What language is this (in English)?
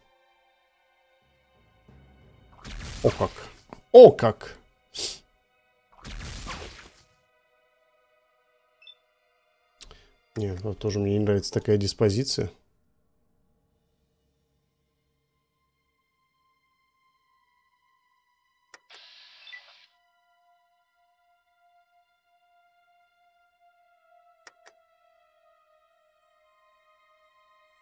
Russian